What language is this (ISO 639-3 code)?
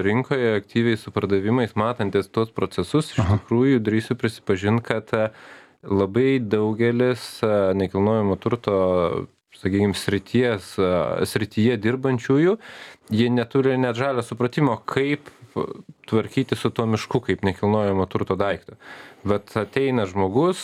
lit